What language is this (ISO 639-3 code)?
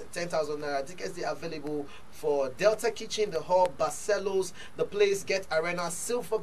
pcm